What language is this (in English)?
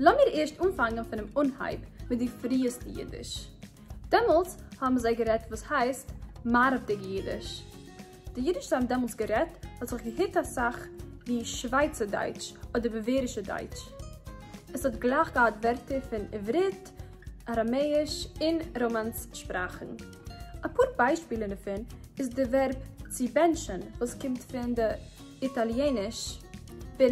Yiddish